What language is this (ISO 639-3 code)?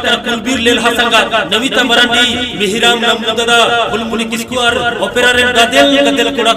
sat